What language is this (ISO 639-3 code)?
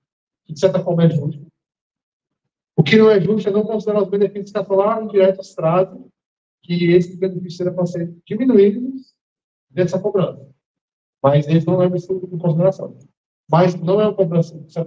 por